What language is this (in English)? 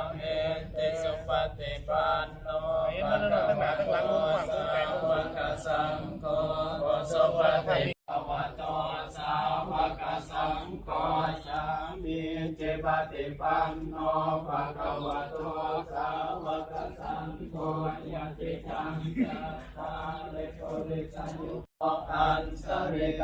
Pali